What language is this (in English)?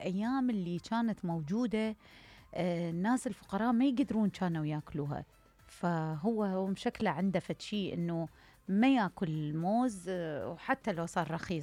Mesopotamian Arabic